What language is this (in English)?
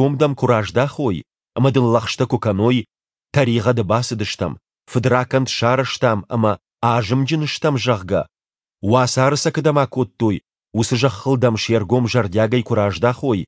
Ossetic